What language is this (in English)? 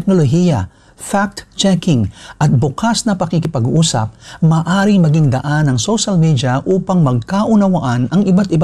Filipino